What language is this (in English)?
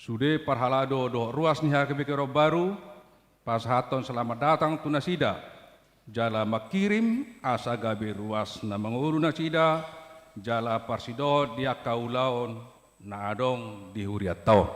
Batak Toba